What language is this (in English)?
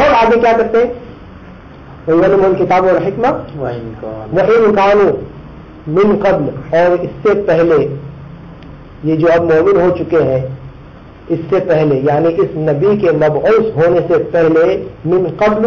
Urdu